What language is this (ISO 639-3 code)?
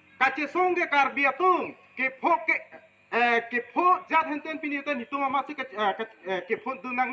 mjw